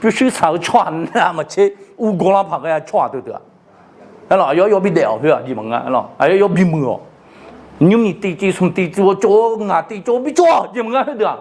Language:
Akha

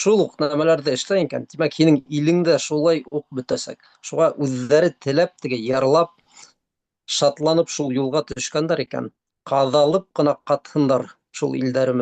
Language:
Bashkir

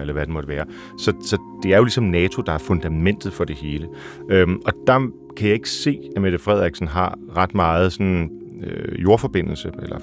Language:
Danish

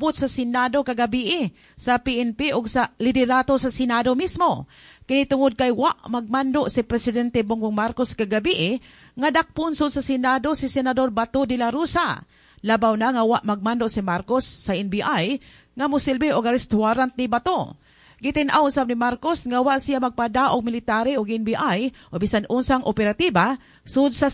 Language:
Cebuano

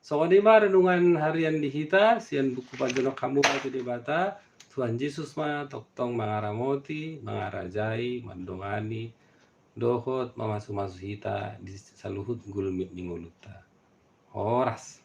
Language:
Batak Toba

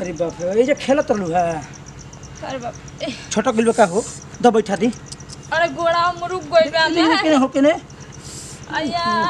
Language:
Bhojpuri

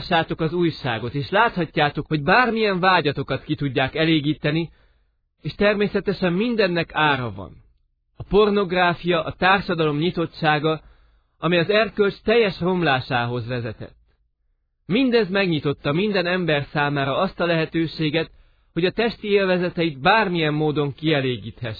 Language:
Hungarian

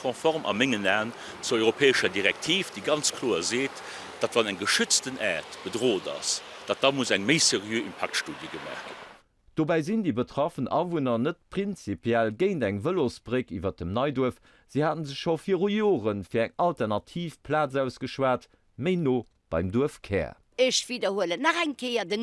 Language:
Luxembourgish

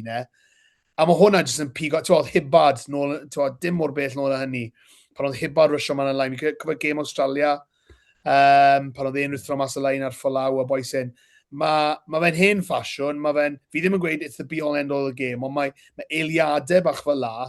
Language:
Welsh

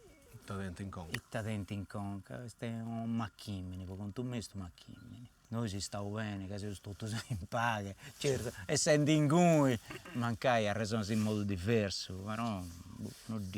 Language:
Sardinian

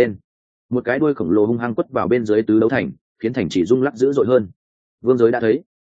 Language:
Vietnamese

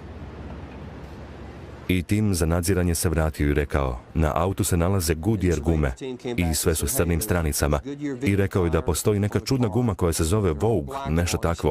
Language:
Croatian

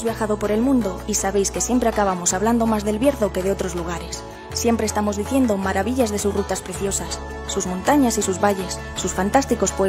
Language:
Spanish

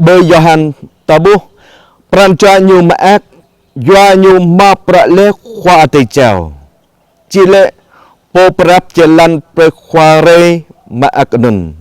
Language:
Jarai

